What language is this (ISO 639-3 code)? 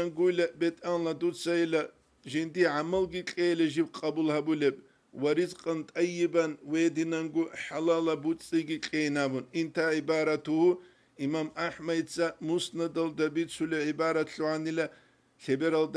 ava